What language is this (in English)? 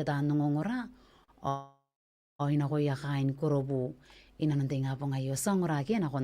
Gilbertese